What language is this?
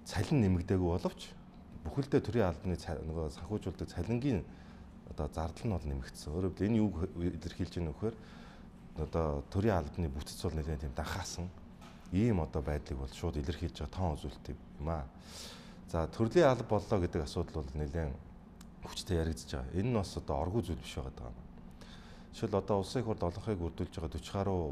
Mongolian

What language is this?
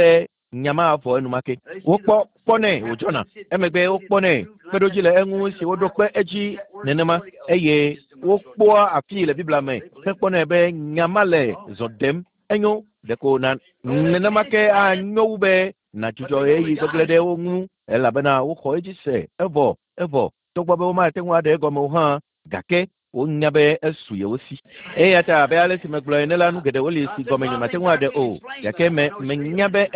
Ewe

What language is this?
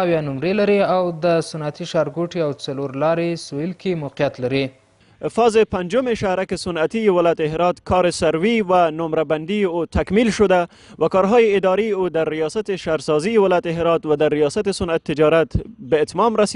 Pashto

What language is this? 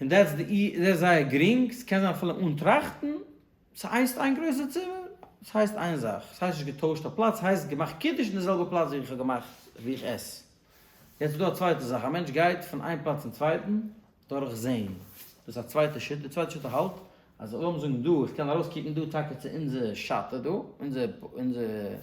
Yiddish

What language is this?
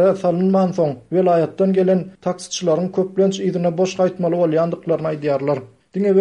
Turkmen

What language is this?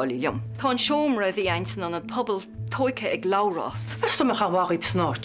Irish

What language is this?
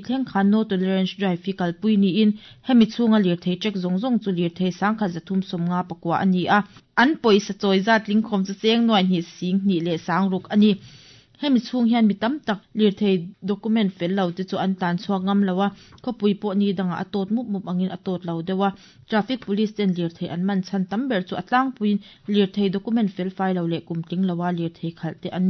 Mizo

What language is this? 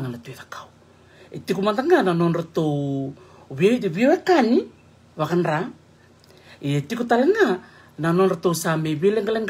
Fijian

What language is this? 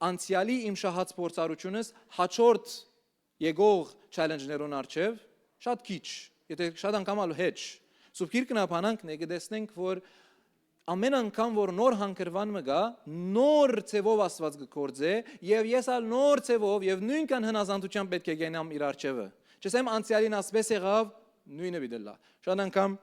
Western Armenian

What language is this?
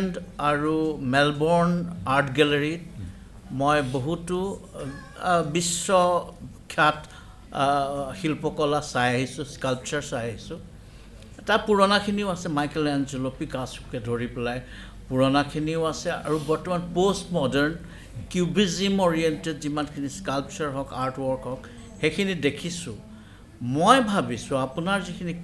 Assamese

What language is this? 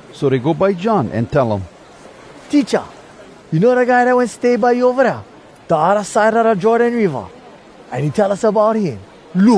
Hawai'i Creole English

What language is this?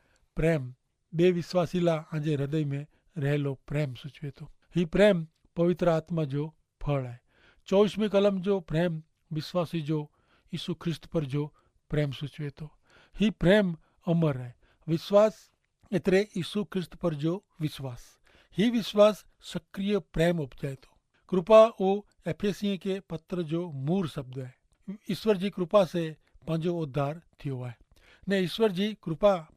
Kachhi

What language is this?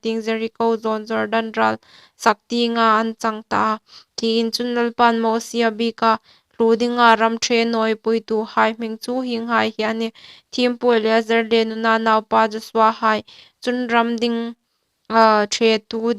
Hmar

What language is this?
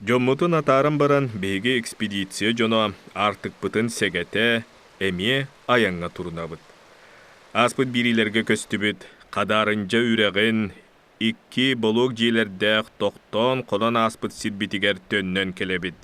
Yakut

